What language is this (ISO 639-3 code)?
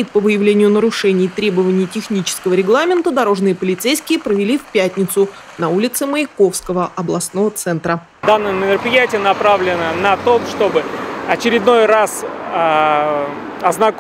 rus